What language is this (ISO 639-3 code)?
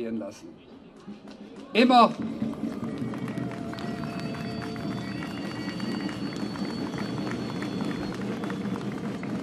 deu